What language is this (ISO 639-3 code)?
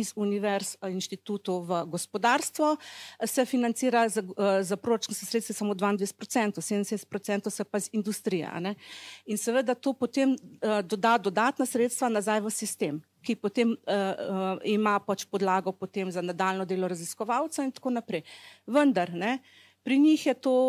slv